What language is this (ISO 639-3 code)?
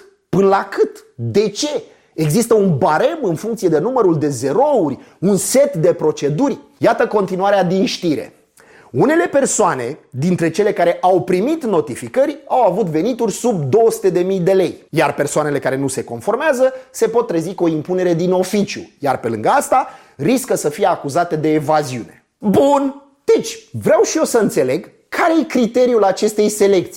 ron